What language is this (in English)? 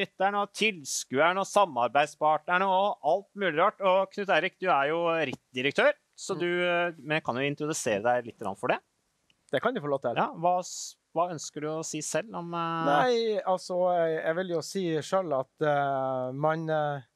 Norwegian